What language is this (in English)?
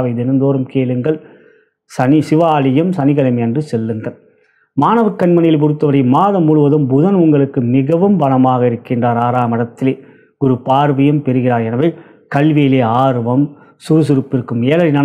Tamil